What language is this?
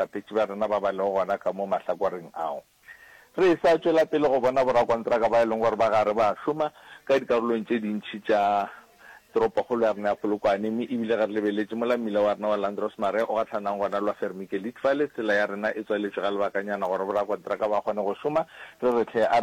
Northern Sotho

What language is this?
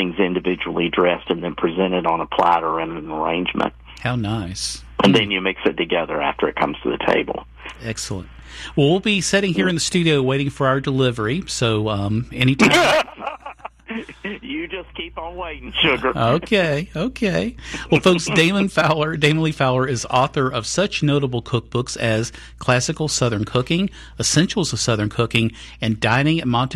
English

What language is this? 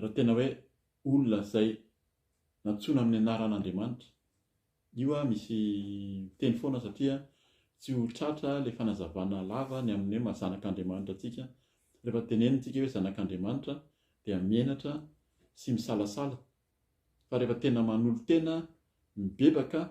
Malagasy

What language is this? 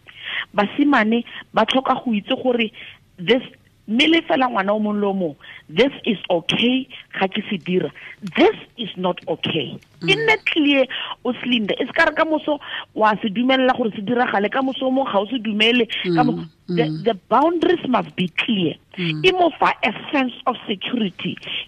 Tswana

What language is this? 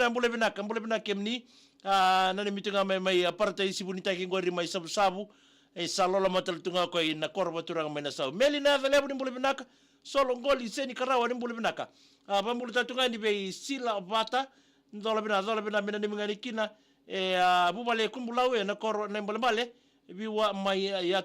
Fijian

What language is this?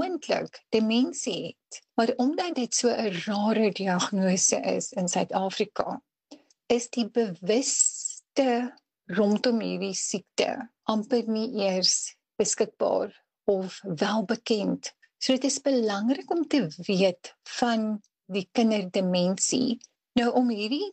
Afrikaans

